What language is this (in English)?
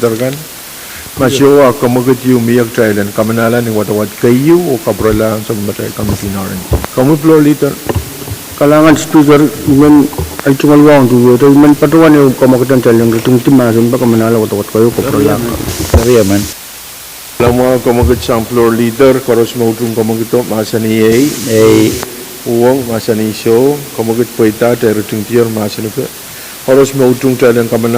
Pohnpeian